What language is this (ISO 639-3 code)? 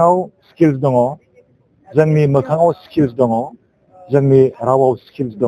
brx